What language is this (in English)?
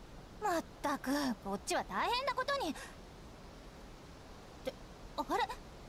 Japanese